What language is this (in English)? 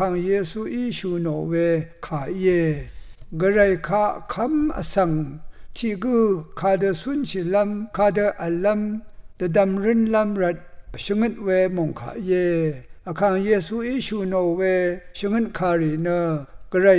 Rawang